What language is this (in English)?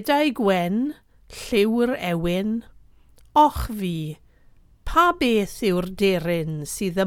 Welsh